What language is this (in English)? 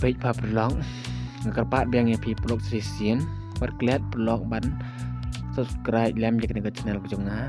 Khasi